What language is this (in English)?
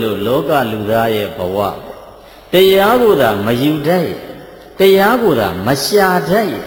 Burmese